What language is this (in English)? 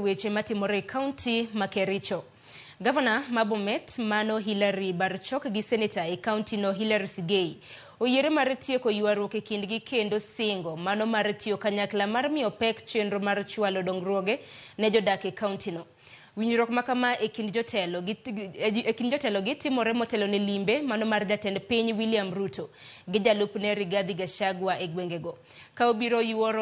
Luo (Kenya and Tanzania)